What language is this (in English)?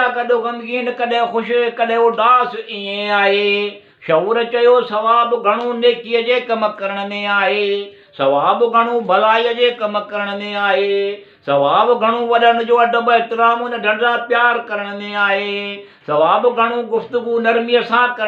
Sindhi